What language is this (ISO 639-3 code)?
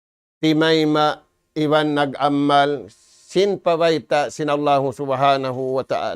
tsg